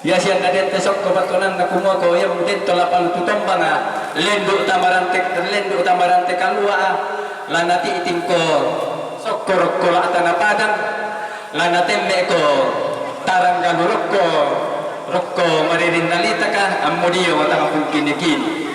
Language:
Toraja-Sa'dan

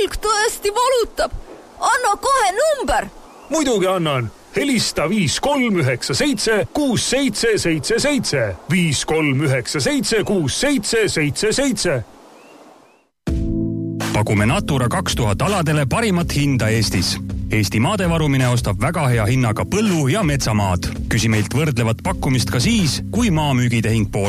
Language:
Estonian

